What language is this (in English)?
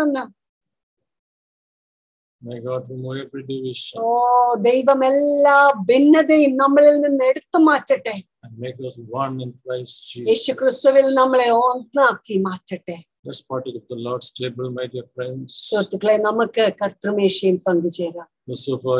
Malayalam